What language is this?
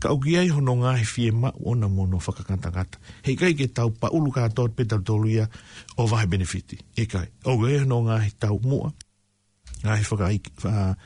Tongan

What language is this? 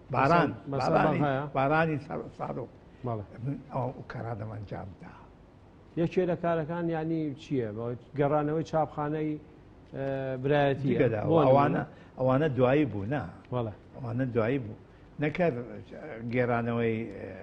Central Kurdish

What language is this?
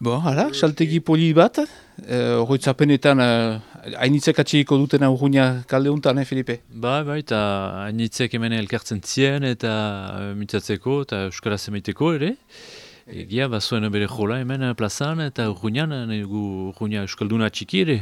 Basque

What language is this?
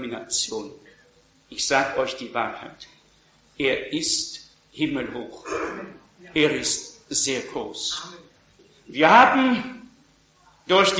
German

